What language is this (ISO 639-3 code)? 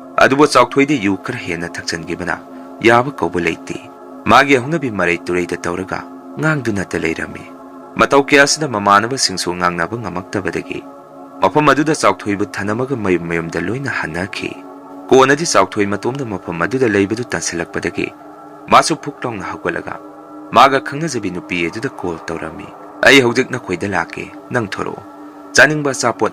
mni